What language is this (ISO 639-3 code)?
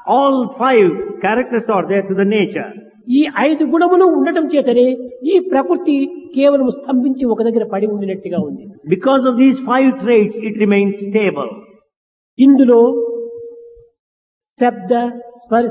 tel